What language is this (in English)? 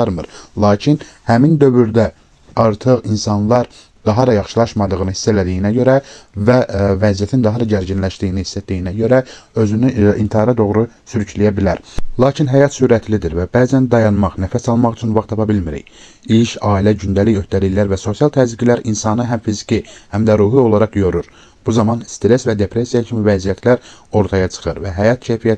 Azerbaijani